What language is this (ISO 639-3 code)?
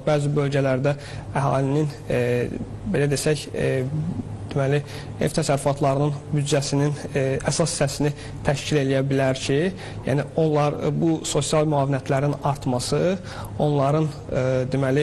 aze